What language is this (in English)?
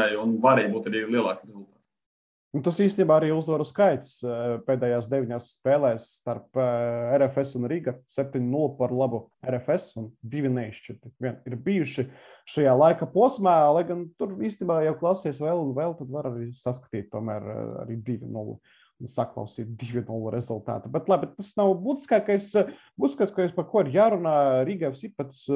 Latvian